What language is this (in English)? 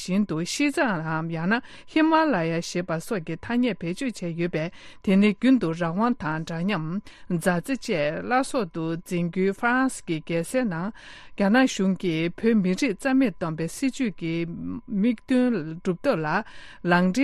Tibetan